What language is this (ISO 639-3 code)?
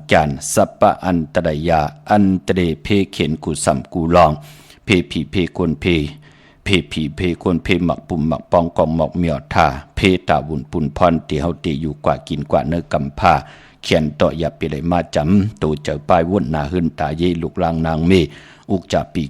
shn